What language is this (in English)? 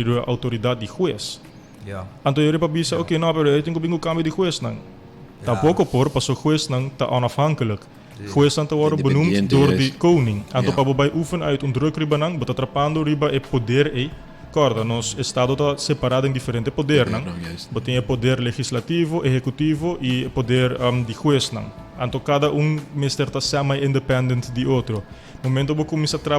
Papiamento